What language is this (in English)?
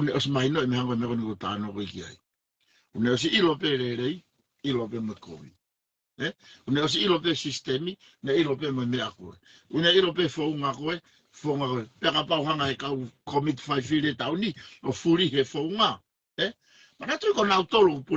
Tongan